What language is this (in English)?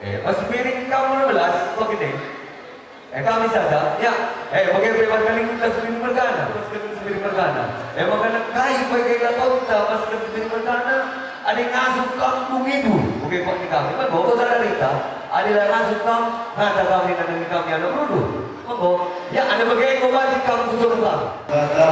Batak Karo